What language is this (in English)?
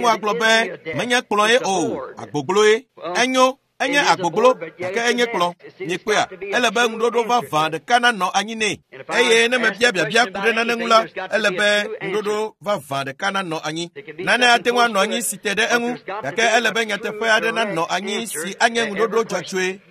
Ewe